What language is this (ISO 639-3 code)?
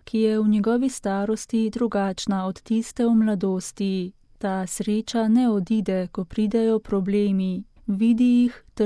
slv